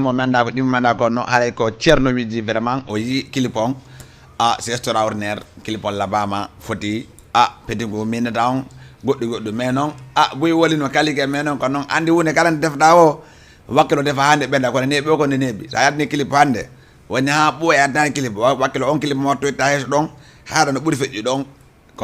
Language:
Fula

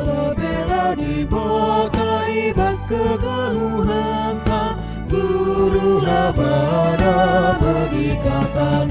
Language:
Batak Karo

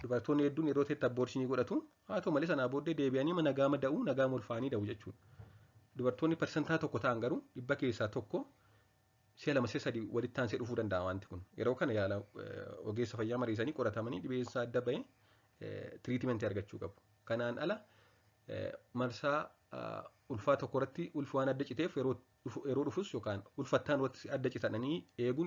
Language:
Oromo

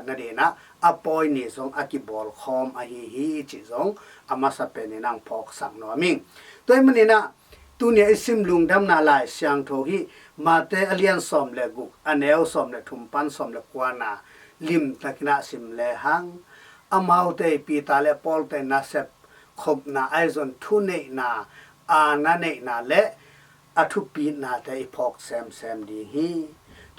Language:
Tedim Chin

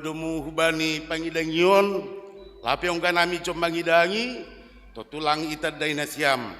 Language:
Batak Simalungun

